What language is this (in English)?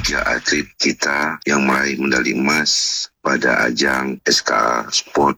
Indonesian